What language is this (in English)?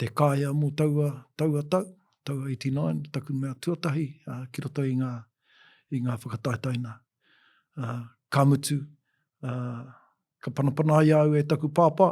Māori